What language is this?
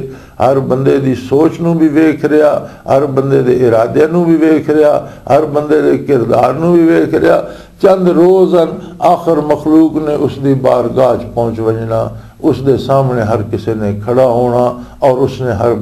Western Panjabi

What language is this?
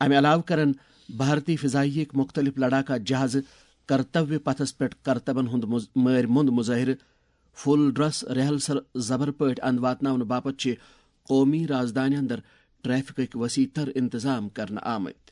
Kashmiri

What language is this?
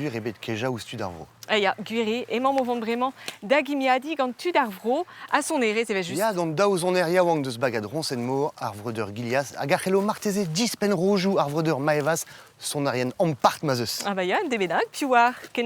Breton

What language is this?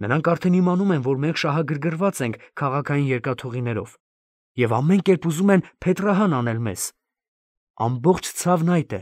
Armenian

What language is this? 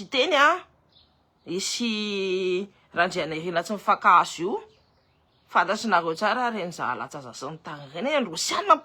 Malagasy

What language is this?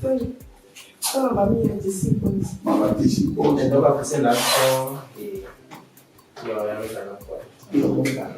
Ewe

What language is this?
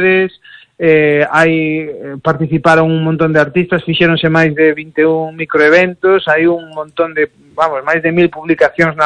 Galician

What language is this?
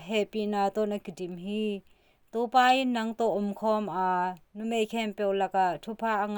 Tedim Chin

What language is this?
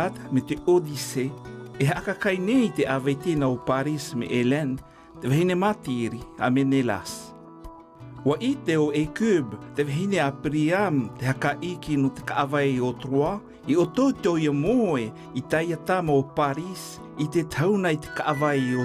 Tahitian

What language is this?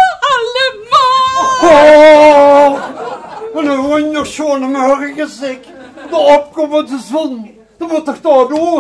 Limburgish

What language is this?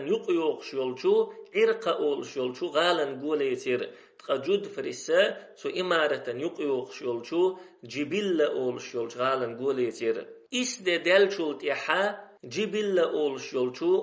Chechen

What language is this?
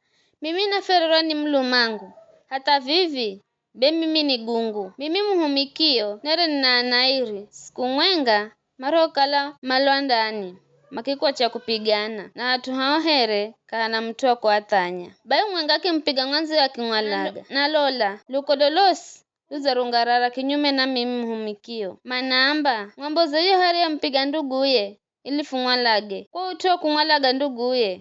Giryama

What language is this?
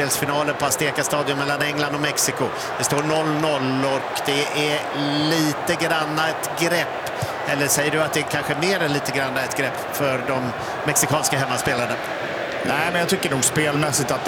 Swedish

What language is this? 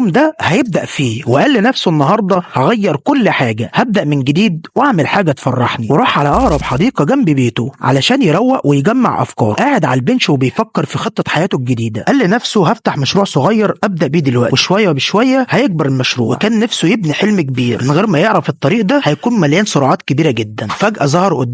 Egyptian Arabic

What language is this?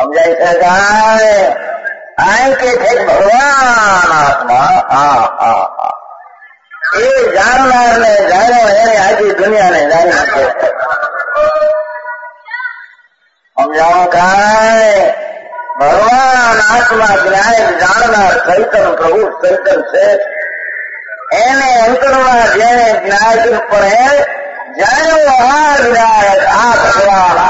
Gujarati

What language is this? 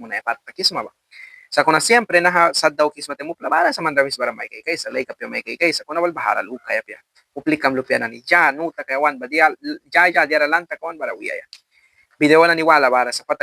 Mískito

